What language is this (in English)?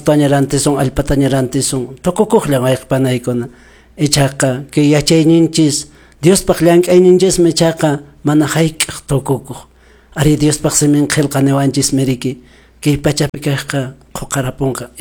Quechua